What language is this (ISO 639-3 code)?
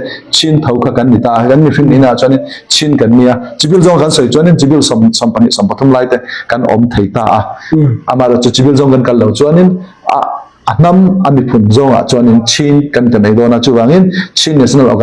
cfm